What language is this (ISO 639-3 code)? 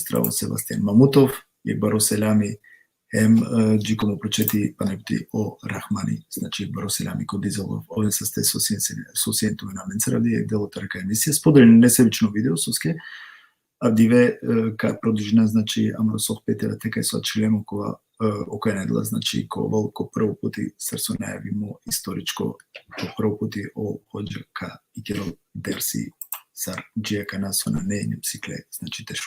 rmn